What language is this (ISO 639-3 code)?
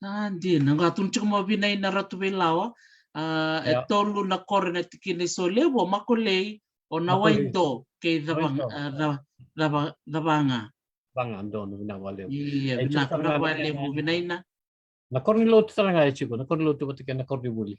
fij